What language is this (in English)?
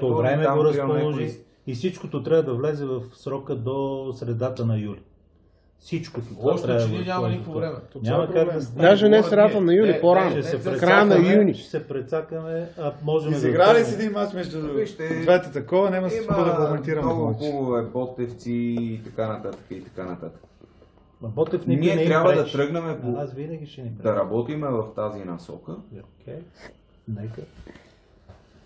Bulgarian